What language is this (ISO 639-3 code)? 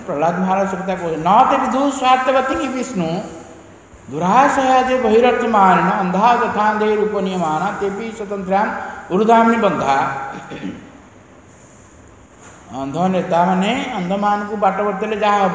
ori